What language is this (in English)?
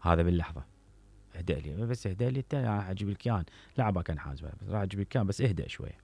Mesopotamian Arabic